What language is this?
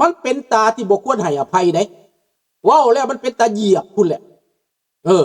Lao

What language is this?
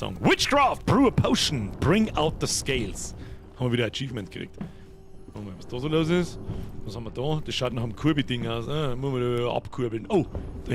Bavarian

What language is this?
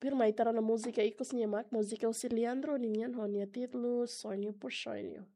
Tetum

